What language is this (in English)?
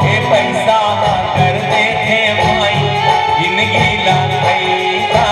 Chhattisgarhi